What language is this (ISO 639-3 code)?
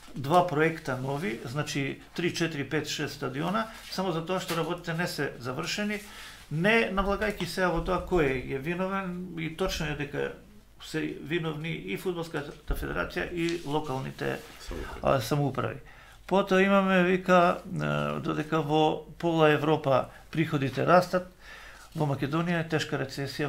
mkd